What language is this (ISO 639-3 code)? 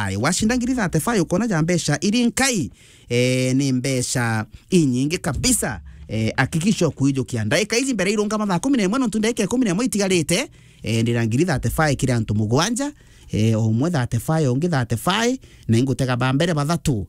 mer